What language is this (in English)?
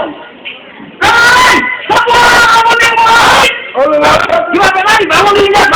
Betawi